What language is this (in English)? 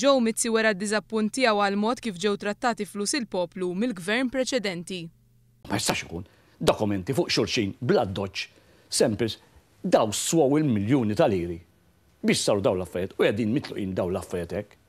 Maltese